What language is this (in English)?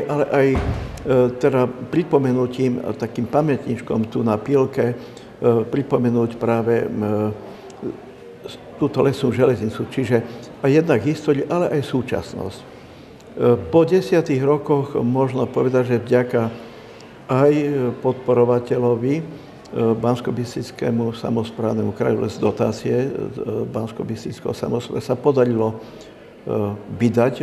Slovak